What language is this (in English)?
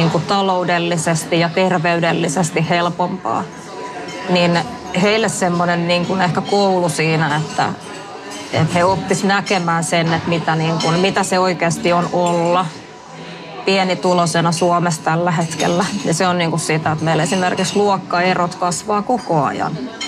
Finnish